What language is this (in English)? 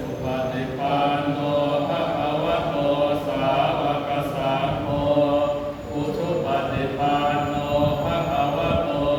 Pali